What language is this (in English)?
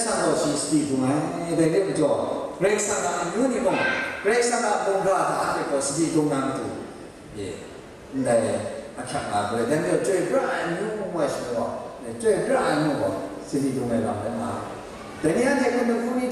Kachin